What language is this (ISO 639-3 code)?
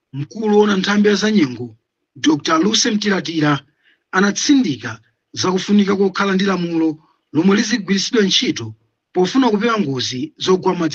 nya